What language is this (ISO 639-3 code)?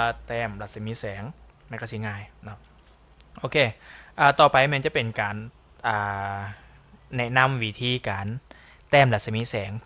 lao